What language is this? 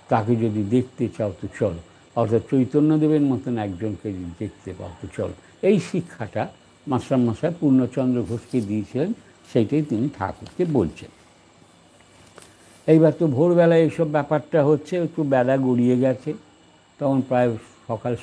Bangla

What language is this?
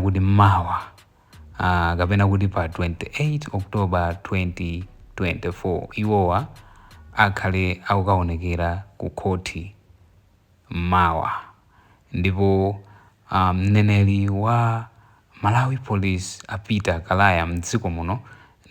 Nyanja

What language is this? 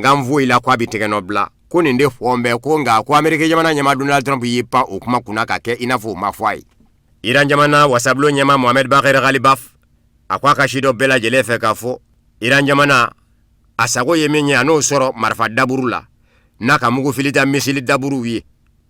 Bambara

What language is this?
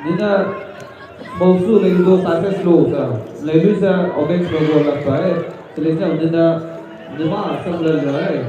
Maram Naga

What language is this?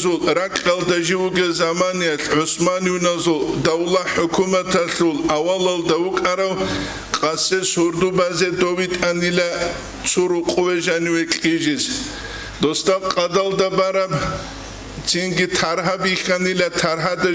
Avaric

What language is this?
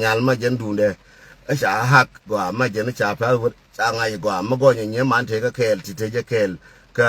Nuer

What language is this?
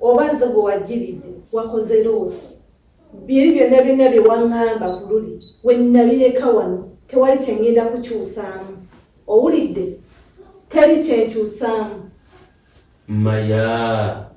Ganda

